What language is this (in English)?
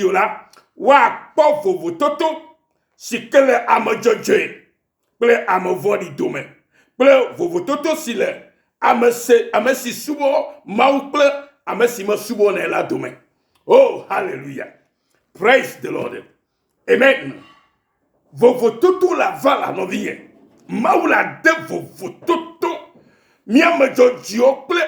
Ewe